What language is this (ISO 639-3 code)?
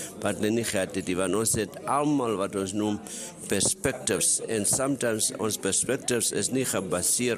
afr